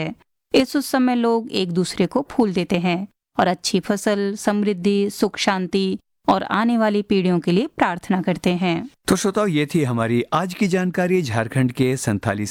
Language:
Hindi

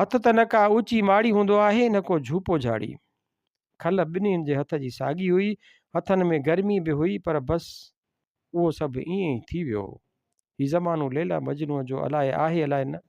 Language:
Sindhi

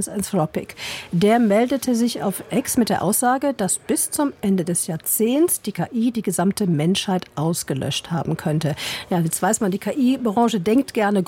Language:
German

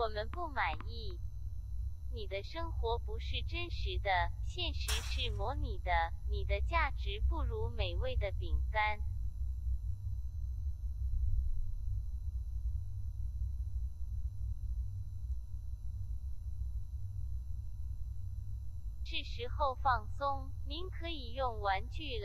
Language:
Chinese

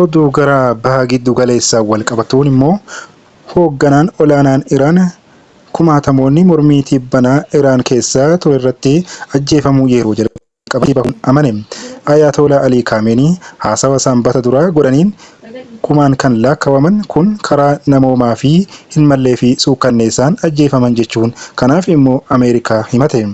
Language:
Oromo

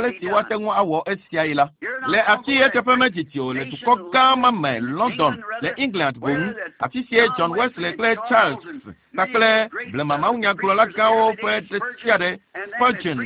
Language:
Ewe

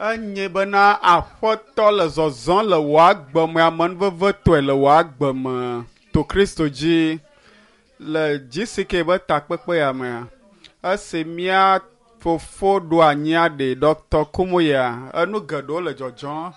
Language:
Ewe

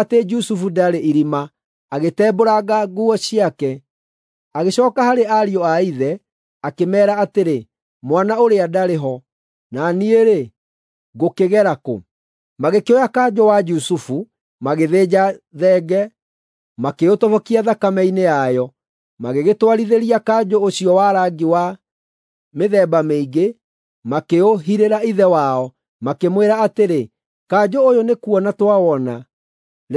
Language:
Kikuyu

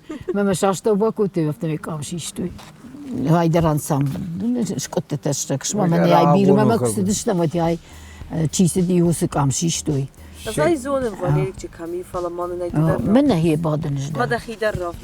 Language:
Ossetic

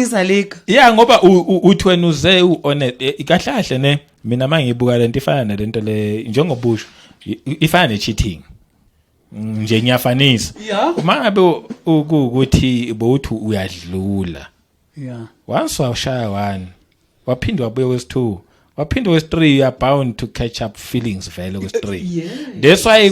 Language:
Zulu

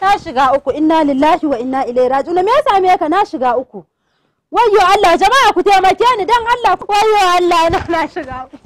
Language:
Hausa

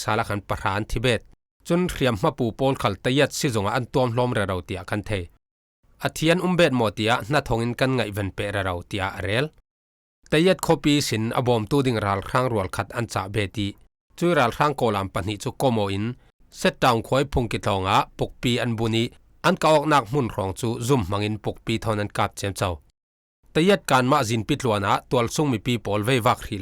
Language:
Falam Chin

